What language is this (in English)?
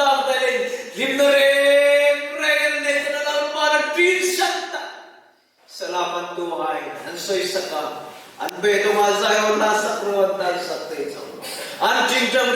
Hmar